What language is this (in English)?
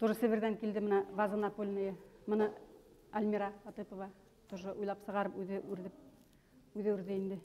Bashkir